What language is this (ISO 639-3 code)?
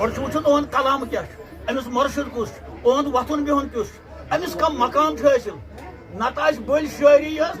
kas